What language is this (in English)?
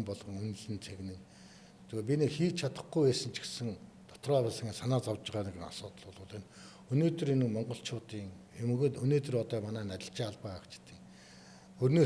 Mongolian